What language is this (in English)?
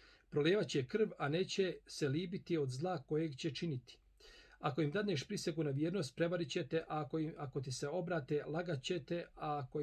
Bosnian